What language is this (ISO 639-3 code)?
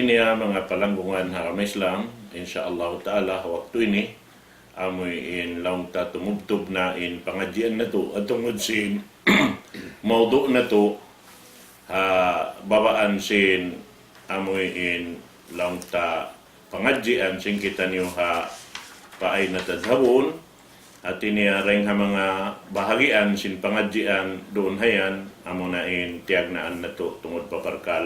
tsg